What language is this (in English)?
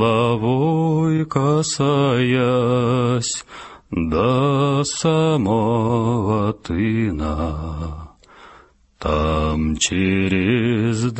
Tatar